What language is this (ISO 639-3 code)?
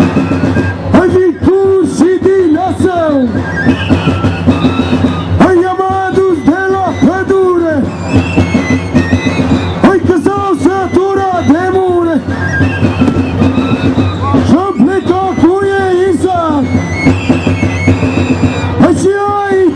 ron